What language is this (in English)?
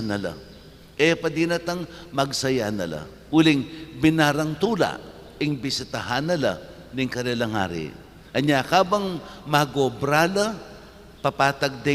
Pampanga